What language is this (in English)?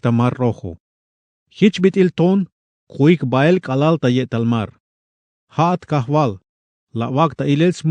Tzeltal